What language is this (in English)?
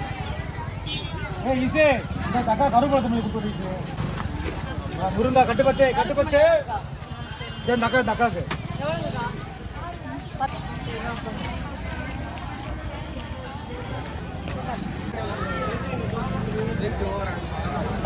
Tamil